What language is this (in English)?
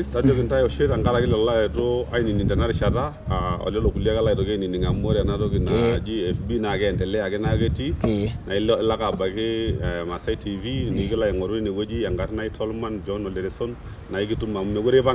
Masai